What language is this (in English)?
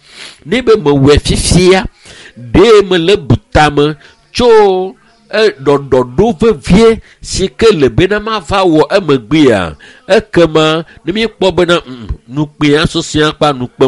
Ewe